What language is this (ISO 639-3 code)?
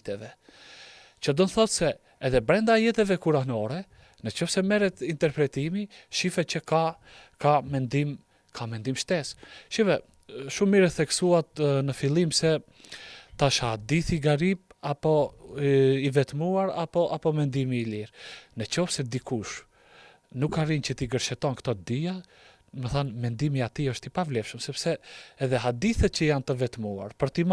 sqi